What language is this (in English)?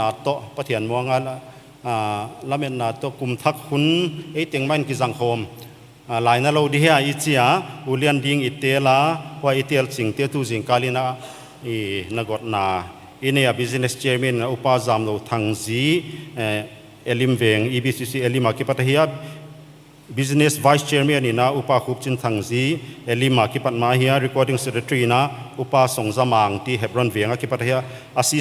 Paite Chin